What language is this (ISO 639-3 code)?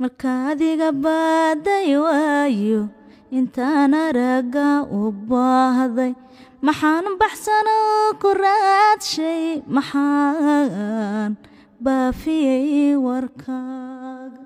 som